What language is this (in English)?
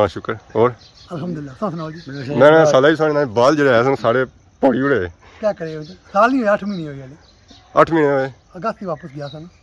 Pahari-Potwari